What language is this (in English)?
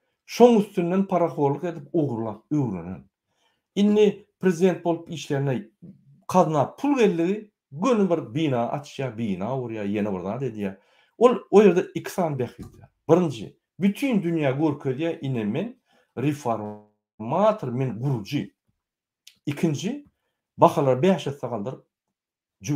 Turkmen